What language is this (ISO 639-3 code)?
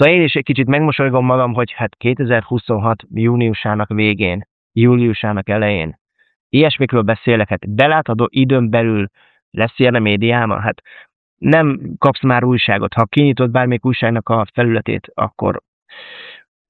hun